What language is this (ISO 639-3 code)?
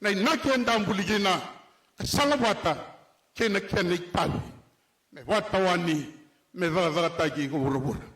fij